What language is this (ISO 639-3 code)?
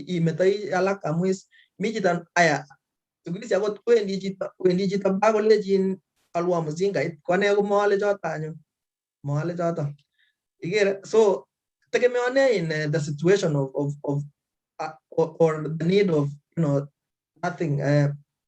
kln